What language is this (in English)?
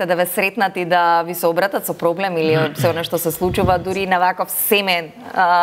Macedonian